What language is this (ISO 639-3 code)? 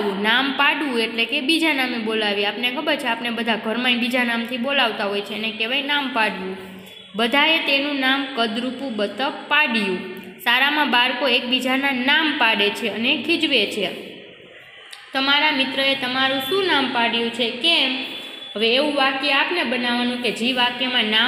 guj